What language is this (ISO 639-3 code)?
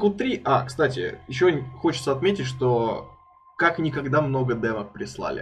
rus